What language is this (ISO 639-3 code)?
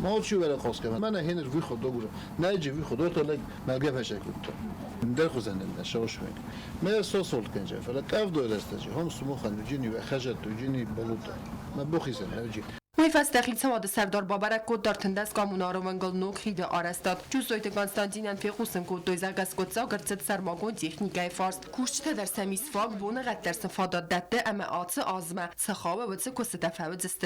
oss